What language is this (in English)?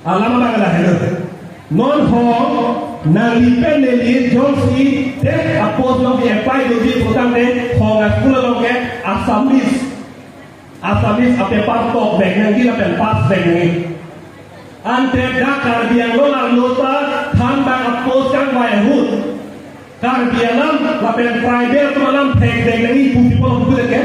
Karbi